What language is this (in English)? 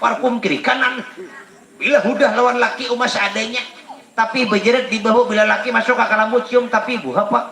Banjar